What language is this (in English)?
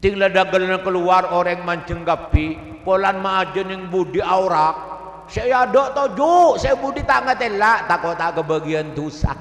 Madurese